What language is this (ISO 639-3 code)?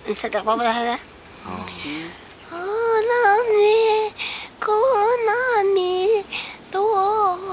trv